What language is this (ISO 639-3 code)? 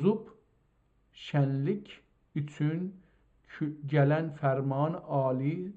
azb